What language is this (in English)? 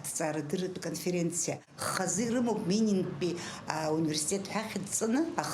Abkhazian